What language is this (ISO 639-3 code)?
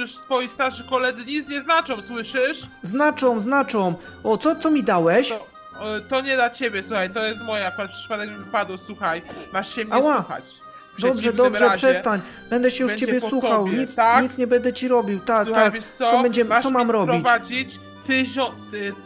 pol